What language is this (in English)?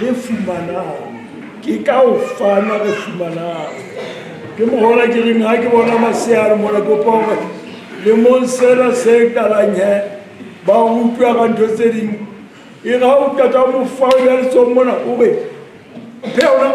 Southern Sotho